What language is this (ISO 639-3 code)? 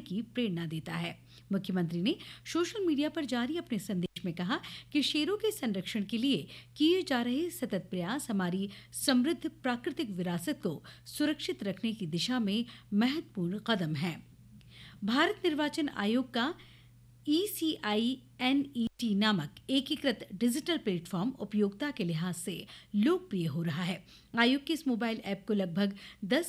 hin